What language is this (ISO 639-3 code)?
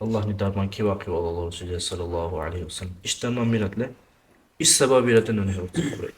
dar